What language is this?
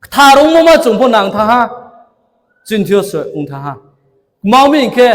Riang (India)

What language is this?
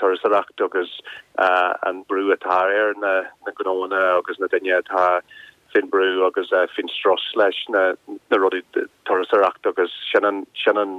Irish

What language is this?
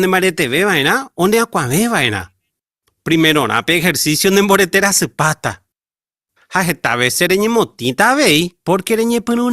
Guarani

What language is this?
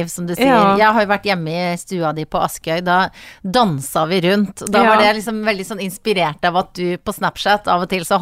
Norwegian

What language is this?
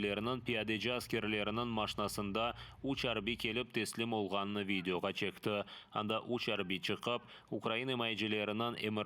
Crimean Tatar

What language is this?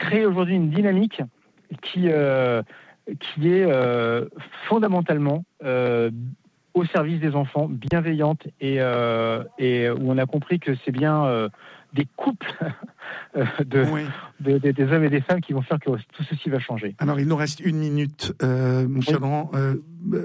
French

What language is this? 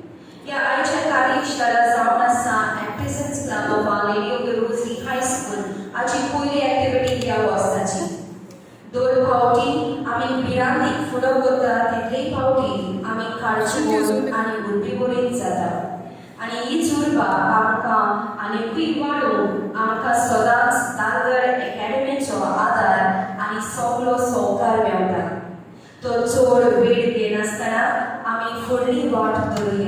Konkani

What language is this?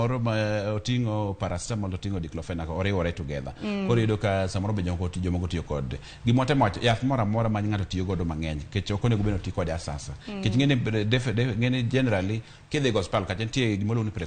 Luo (Kenya and Tanzania)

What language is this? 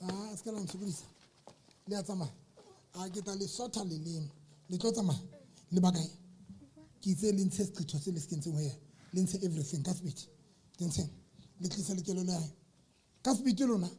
Southern Sotho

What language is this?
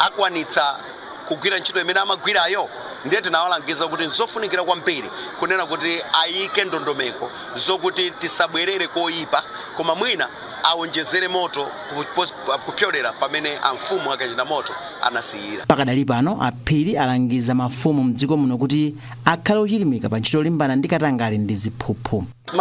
Nyanja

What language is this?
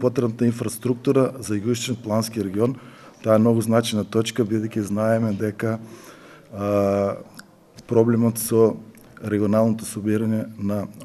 Macedonian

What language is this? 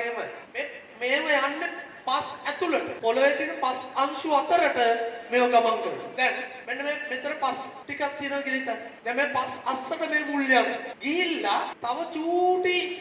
Sinhala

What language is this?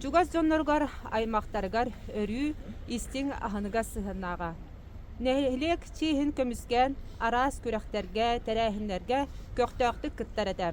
Yakut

